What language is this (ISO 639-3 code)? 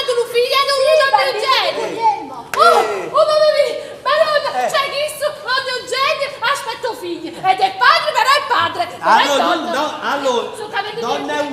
nap